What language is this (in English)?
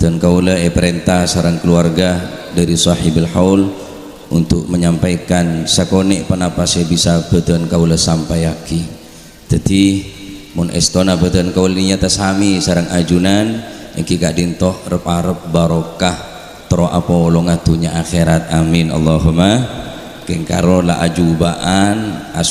Madurese